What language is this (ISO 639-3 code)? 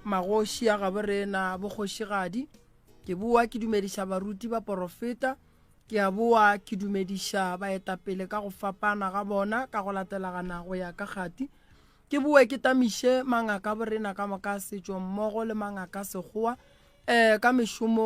nso